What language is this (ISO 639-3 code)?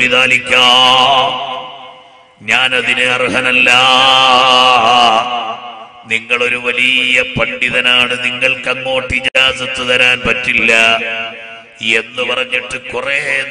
mal